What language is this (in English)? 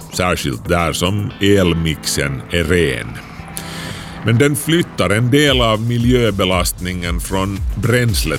Swedish